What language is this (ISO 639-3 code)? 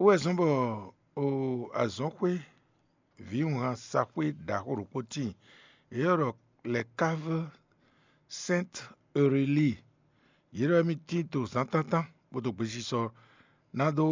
fon